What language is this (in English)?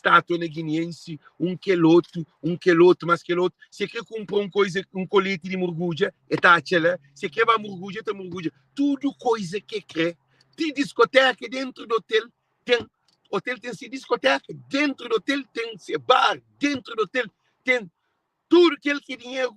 Kabuverdianu